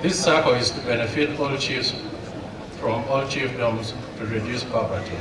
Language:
Acoli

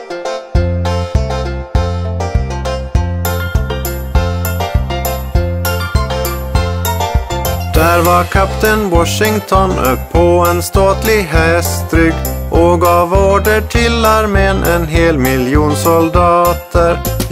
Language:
Swedish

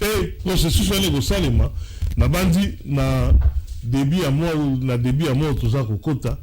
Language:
Lingala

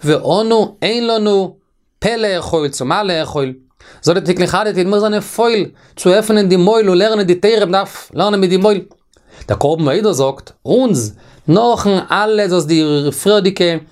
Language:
Yiddish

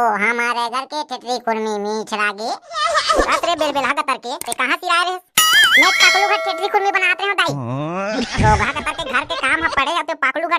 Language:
Chhattisgarhi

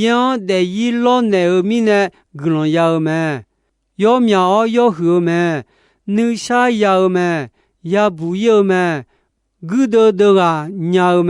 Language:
Akha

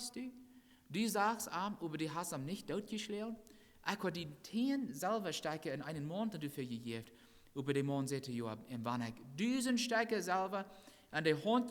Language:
Plautdietsch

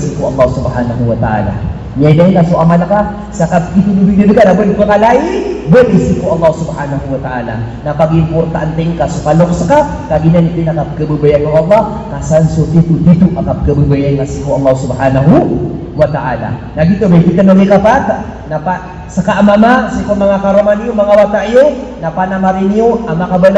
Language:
Maranao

